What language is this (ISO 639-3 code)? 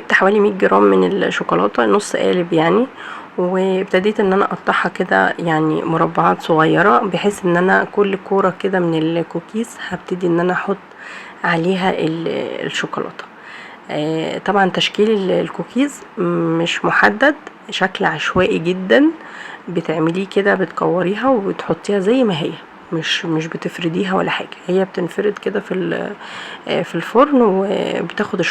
arz